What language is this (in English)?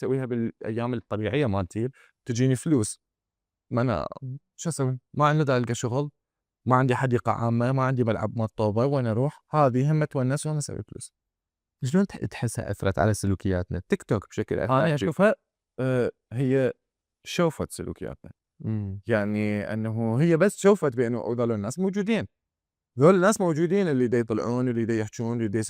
Mesopotamian Arabic